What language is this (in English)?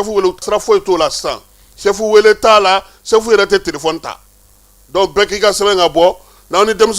Bambara